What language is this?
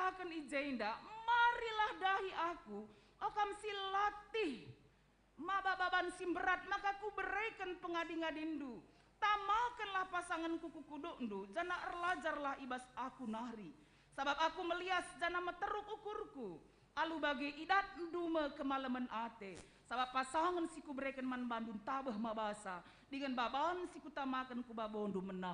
Batak Karo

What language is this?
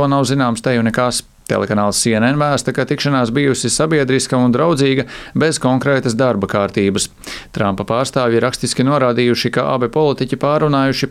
Latvian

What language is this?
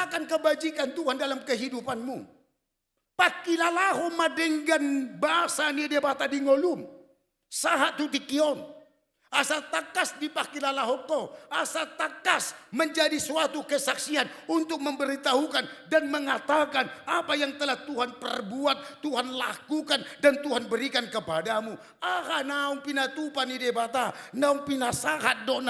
Batak Toba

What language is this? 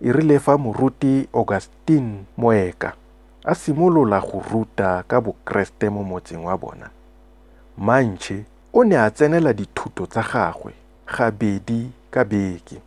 Tswana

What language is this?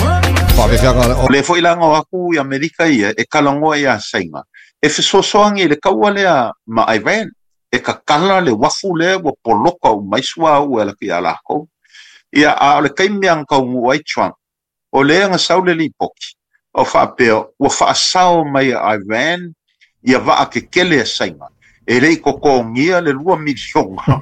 Samoan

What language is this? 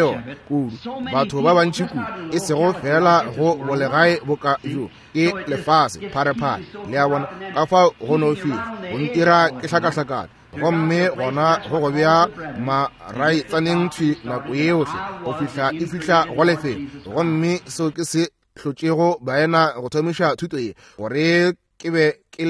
Northern Sotho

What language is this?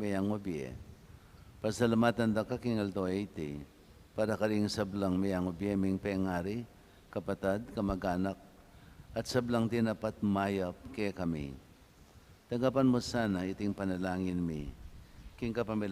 Pampanga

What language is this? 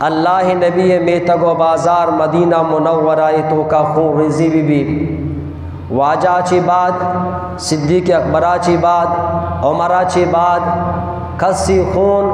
Eastern Balochi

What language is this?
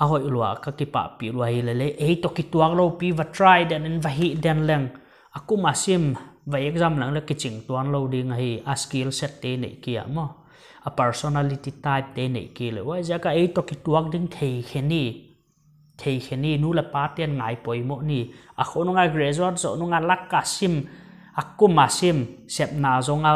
Paite Chin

